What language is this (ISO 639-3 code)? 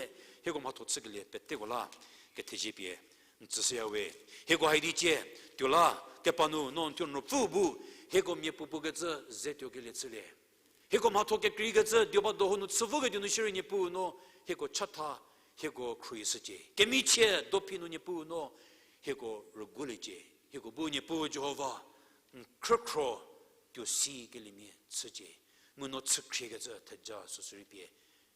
njm